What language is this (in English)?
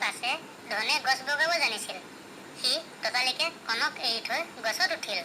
Assamese